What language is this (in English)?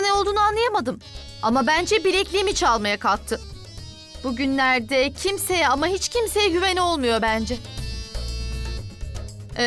Turkish